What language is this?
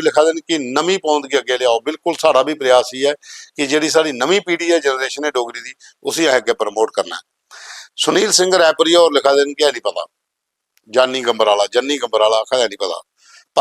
Dogri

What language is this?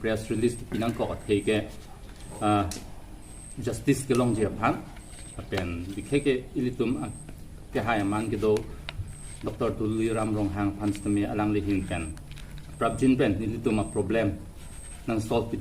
Karbi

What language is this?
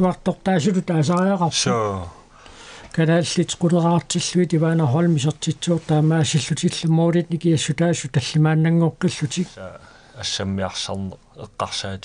Kalaallisut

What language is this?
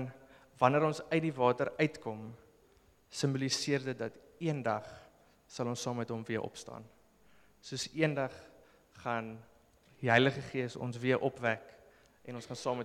Afrikaans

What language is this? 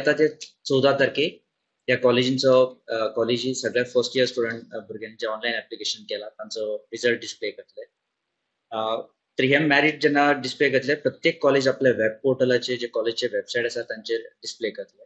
Konkani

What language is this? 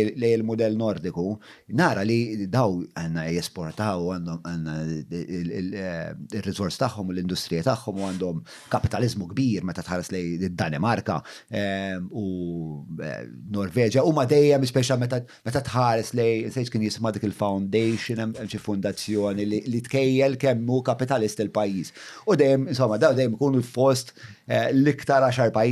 Maltese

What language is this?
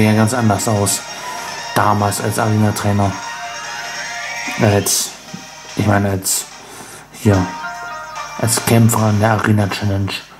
German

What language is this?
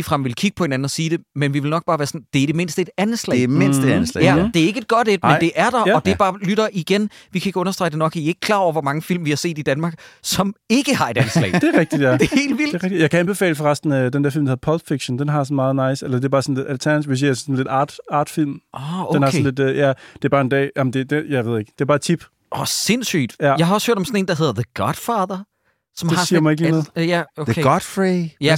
Danish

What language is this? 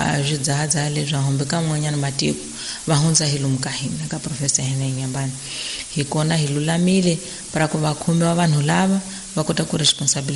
Tsonga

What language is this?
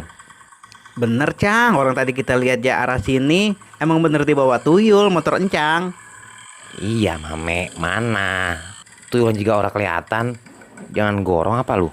Betawi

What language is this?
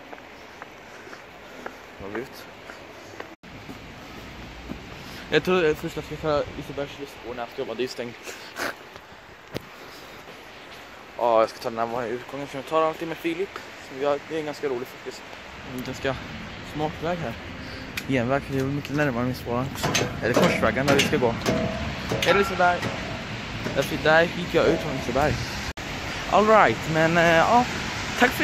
Swedish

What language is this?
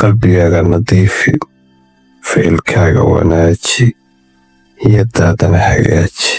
Somali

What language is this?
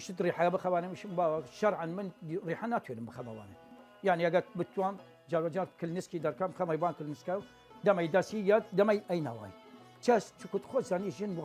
Southern Kurdish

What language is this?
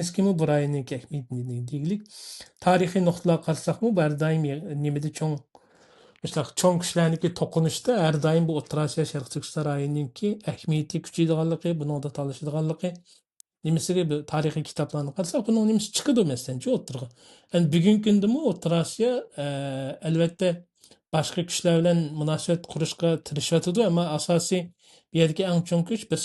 Uyghur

